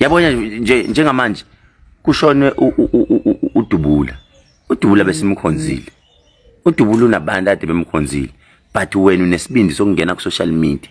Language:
Zulu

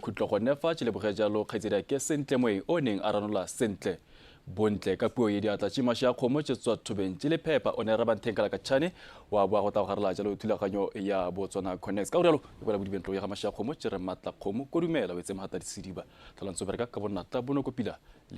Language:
Tswana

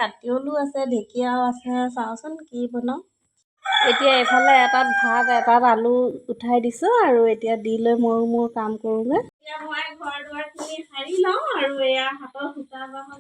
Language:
Assamese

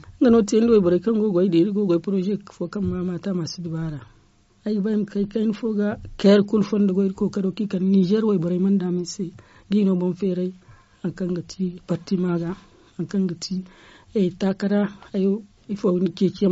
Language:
Zarma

